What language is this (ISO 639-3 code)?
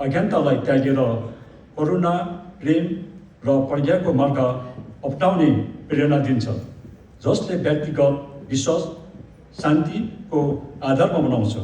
nep